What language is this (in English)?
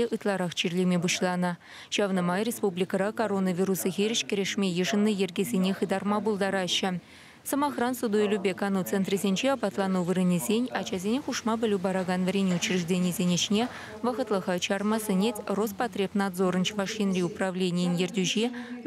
Chuvash